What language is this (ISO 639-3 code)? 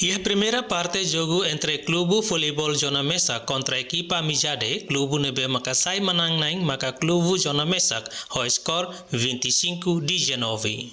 tet